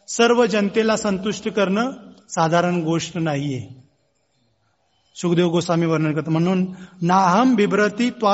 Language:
Marathi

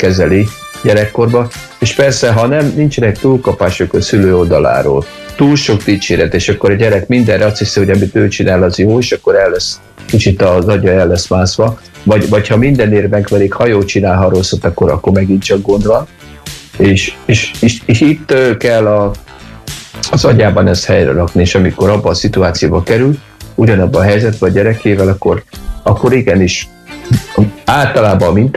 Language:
Hungarian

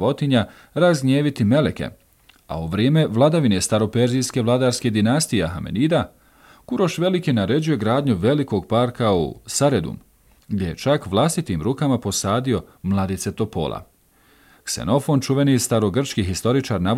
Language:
Bosnian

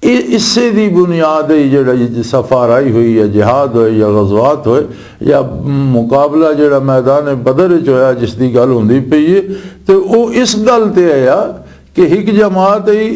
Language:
Western Panjabi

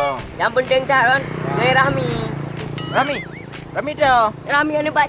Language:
Achinese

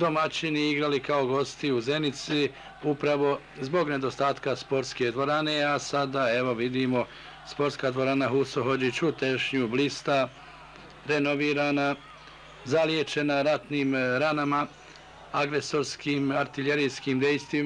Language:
Bosnian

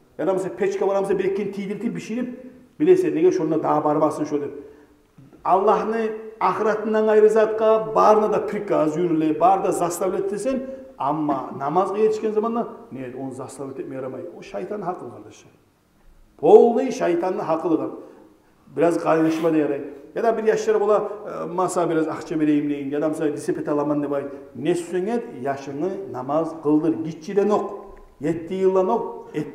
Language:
Kumyk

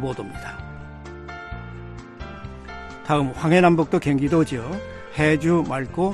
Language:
Korean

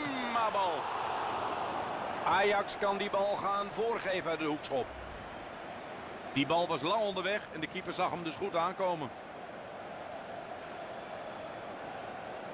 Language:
Dutch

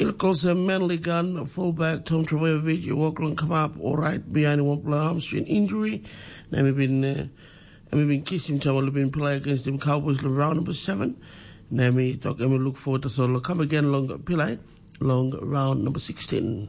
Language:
Tok Pisin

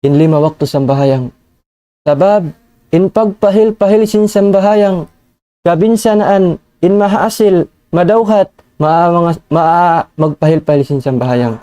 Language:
Tausug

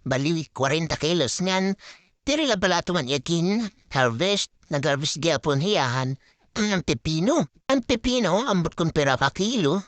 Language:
Waray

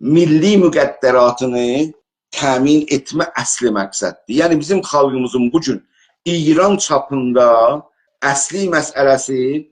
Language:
South Azerbaijani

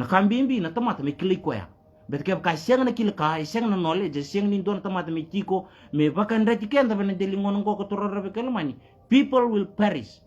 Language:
Fijian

